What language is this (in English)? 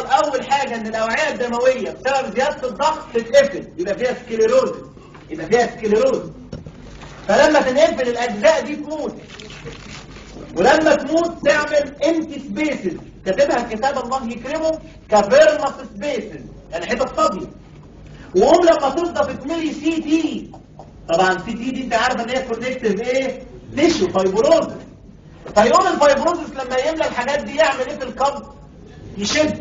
Egyptian Arabic